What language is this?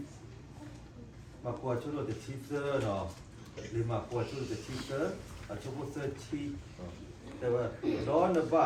S'gaw Karen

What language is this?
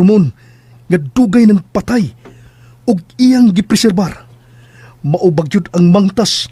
Cebuano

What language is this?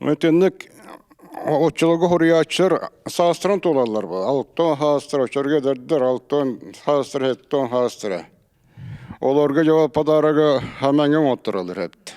Yakut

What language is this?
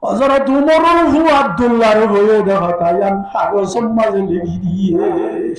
Rohingya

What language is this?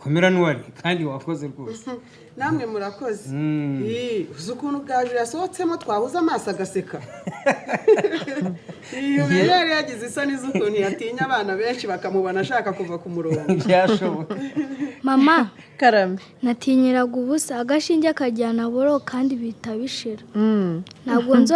Kinyarwanda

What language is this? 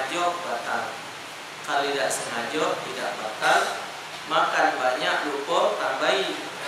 Musi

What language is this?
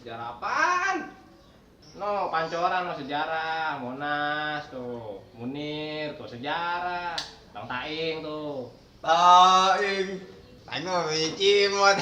Betawi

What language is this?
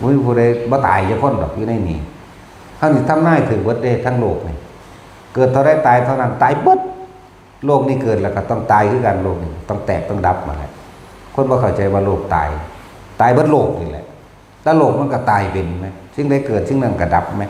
Northeastern Thai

